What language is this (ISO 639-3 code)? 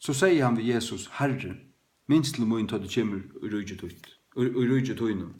fao